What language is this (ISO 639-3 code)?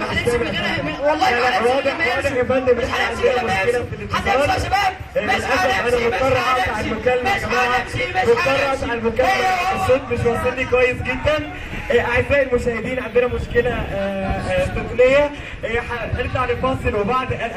arz